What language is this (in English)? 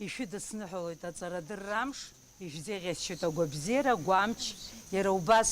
Abkhazian